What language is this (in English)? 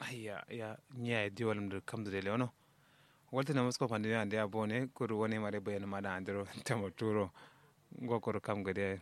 Kanuri